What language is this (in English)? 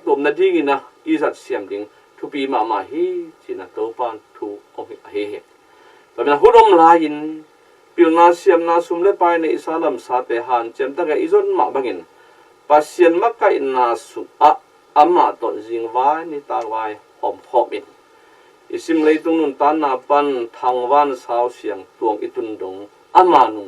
Tedim Chin